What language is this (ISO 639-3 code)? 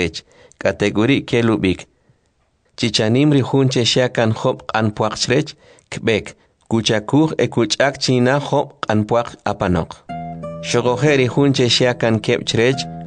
quc